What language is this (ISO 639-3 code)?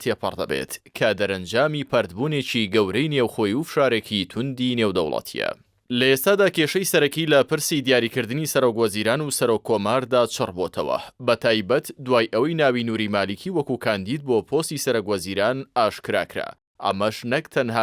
ckb